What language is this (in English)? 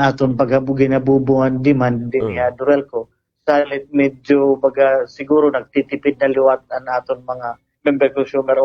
Waray